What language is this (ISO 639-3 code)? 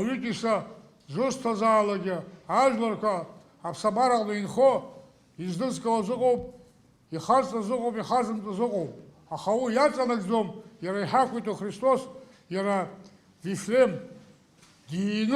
abk